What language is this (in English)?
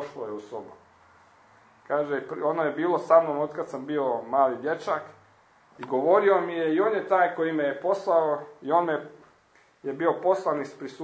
Croatian